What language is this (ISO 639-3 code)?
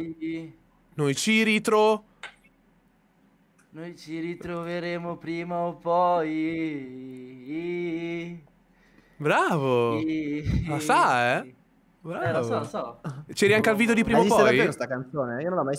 ita